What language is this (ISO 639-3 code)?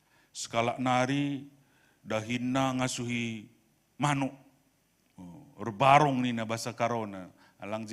btx